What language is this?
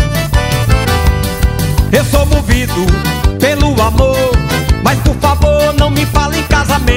Portuguese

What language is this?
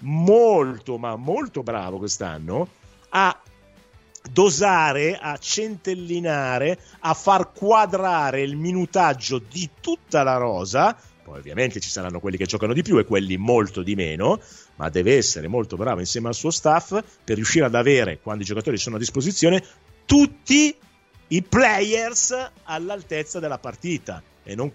Italian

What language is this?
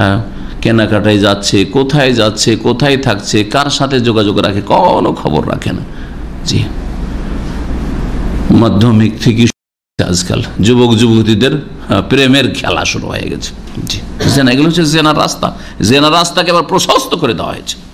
Bangla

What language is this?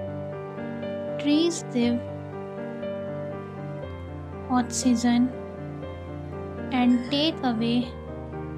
English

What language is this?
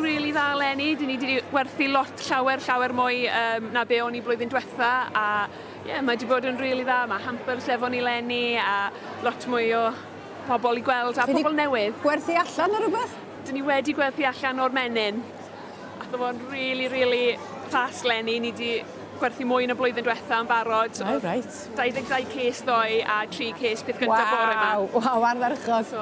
Welsh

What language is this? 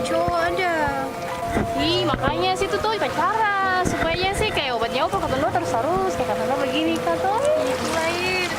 Ambonese Malay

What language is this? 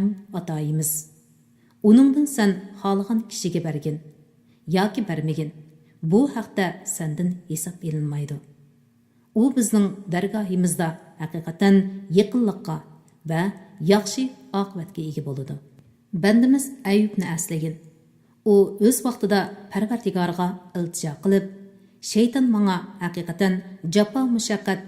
Uyghur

